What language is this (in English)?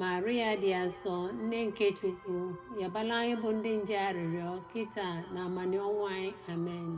Igbo